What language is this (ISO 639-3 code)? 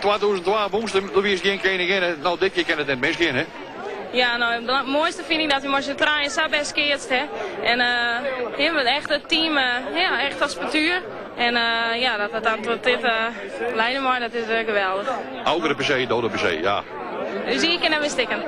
fry